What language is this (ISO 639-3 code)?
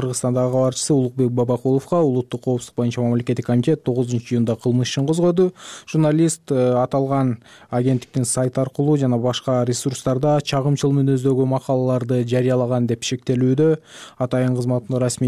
kir